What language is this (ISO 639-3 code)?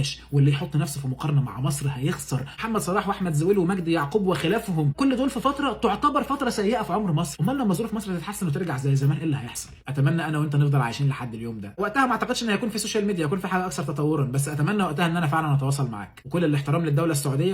arz